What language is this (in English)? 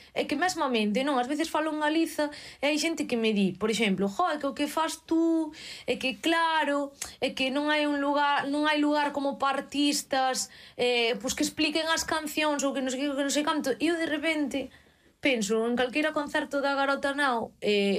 Galician